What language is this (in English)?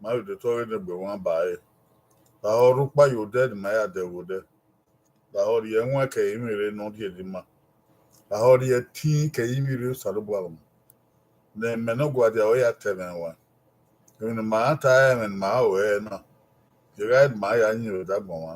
Bini